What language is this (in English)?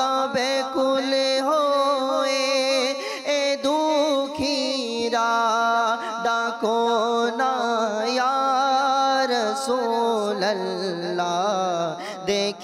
Bangla